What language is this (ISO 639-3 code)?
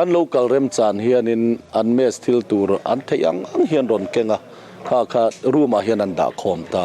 lus